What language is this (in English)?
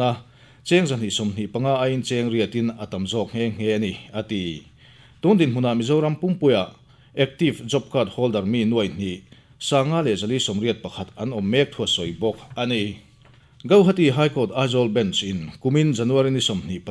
Mizo